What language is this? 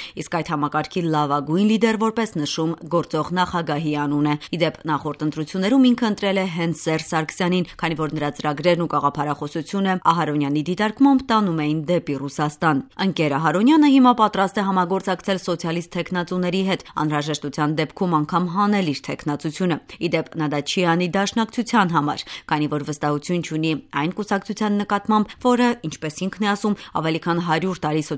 Armenian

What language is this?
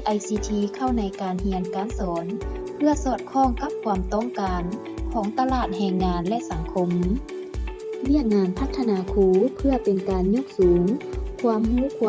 Lao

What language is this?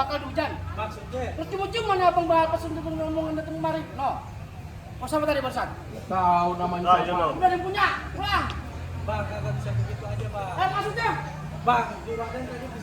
Betawi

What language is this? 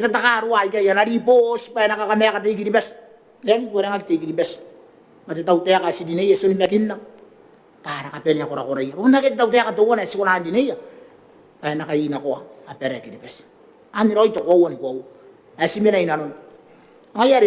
Gilbertese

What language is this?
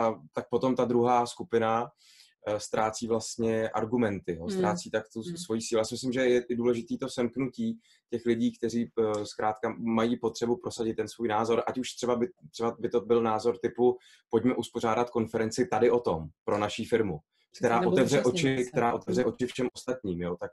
Czech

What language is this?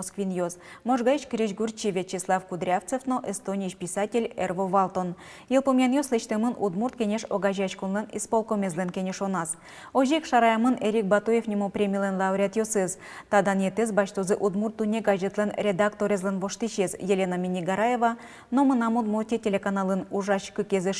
Udmurt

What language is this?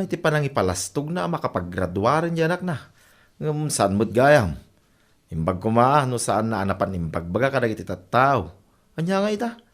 Iloko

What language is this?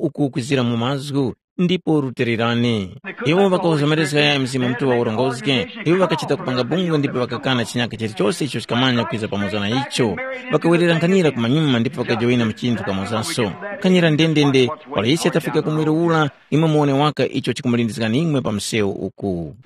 Tumbuka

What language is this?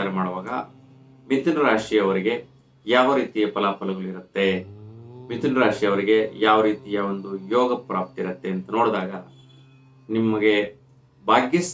Kannada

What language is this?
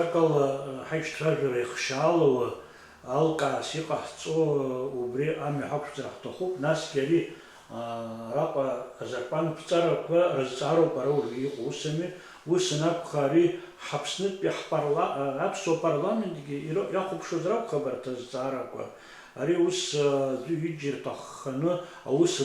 Abkhazian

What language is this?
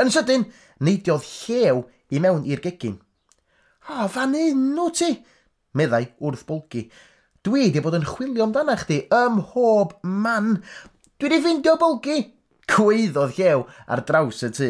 Welsh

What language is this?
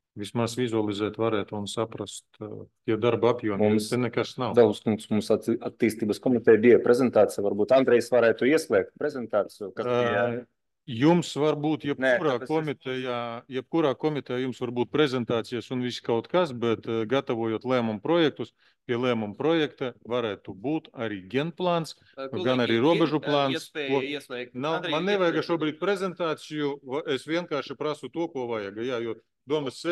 Latvian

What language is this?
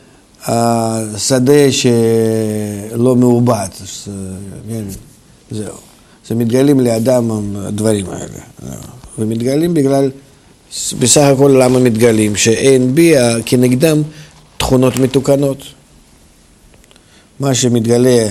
Hebrew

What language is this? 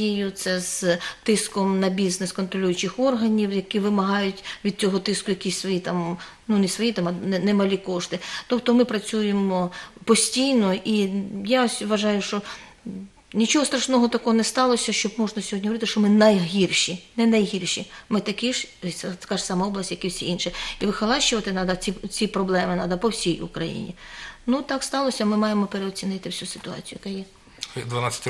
Ukrainian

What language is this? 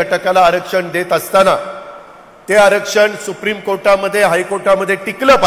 Marathi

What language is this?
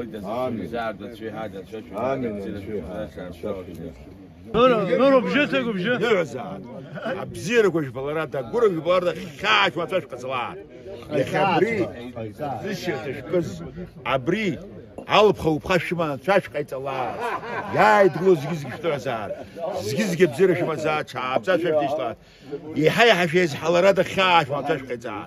Abkhazian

